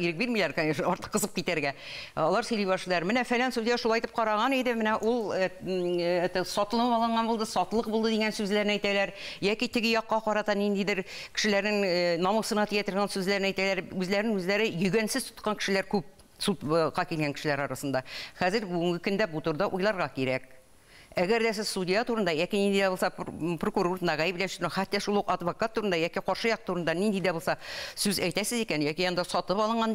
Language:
Tatar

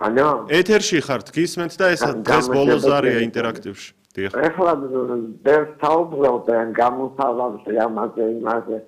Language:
Georgian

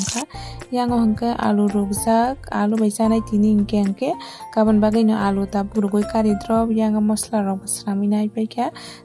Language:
Kok Borok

